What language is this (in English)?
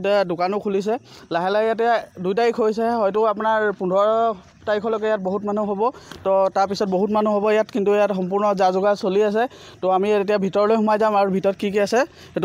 Assamese